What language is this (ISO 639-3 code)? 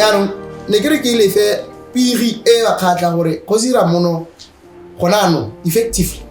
tsn